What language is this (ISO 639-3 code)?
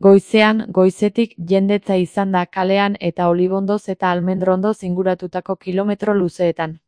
eus